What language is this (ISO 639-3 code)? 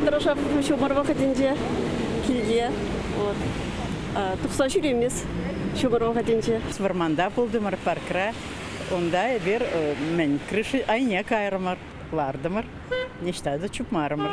chv